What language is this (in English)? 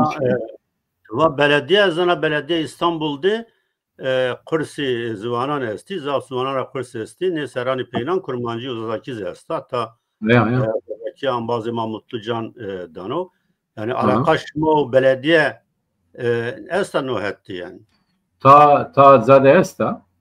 Zaza